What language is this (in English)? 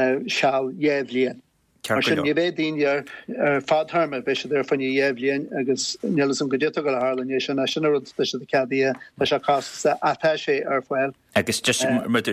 Irish